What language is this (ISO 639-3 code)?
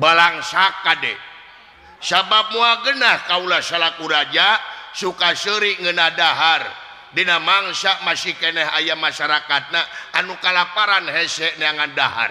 sun